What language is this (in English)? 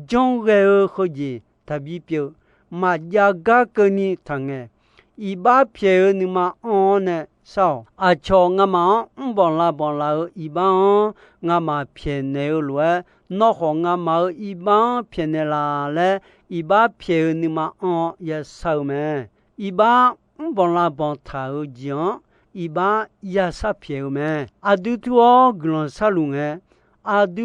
Akha